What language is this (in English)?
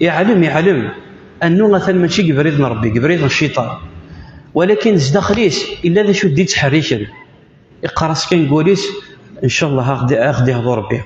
Kabyle